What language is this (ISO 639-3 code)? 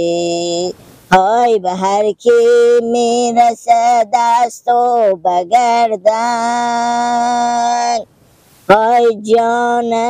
fas